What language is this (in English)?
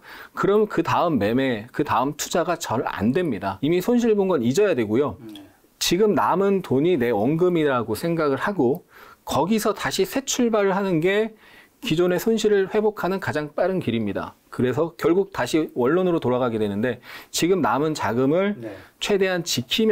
Korean